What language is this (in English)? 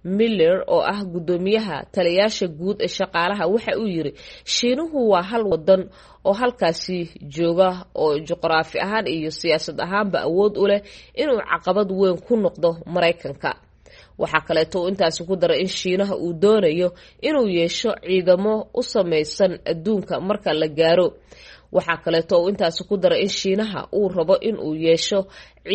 Somali